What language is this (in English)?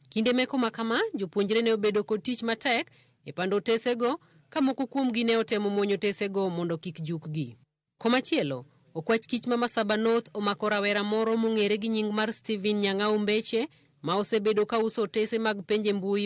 Luo (Kenya and Tanzania)